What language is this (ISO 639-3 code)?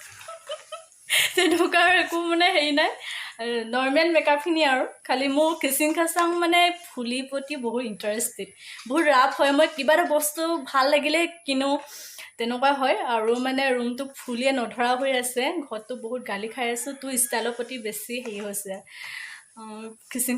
asm